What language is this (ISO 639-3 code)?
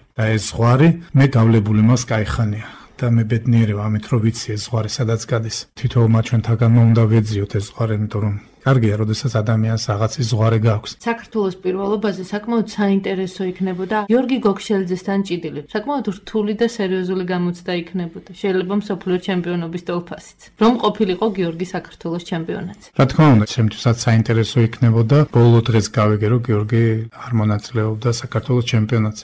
kat